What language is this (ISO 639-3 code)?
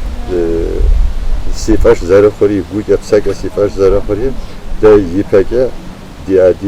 kbd